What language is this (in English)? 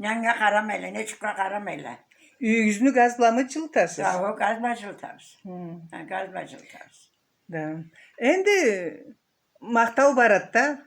Karachay-Balkar